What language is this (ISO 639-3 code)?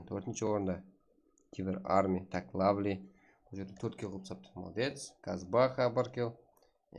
kaa